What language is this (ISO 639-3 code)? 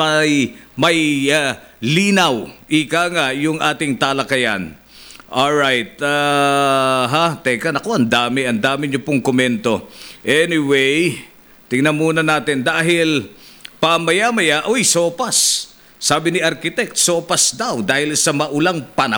fil